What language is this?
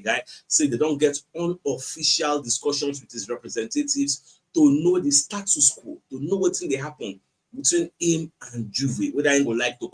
Nigerian Pidgin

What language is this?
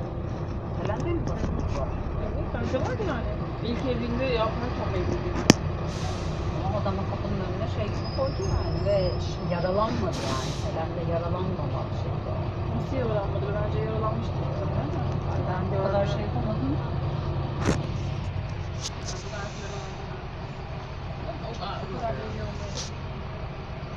Turkish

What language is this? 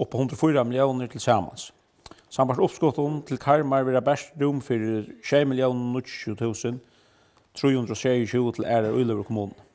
Faroese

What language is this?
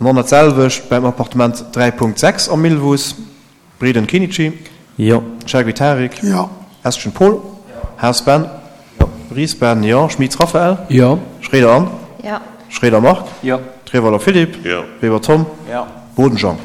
Luxembourgish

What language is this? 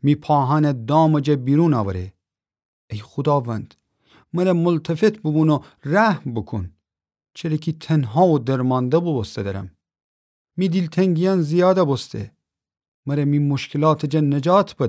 Gilaki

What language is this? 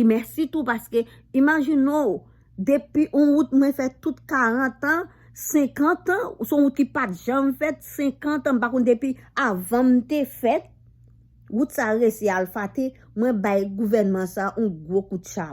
Haitian Creole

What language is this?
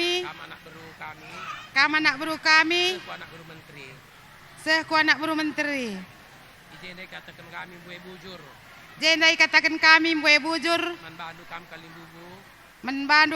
Batak Karo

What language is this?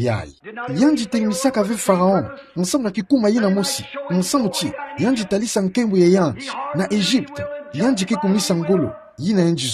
Kituba (Democratic Republic of Congo)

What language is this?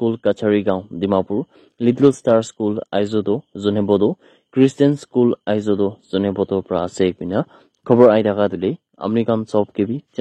Naga Pidgin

